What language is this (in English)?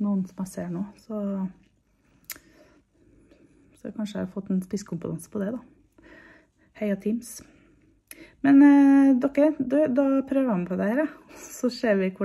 Norwegian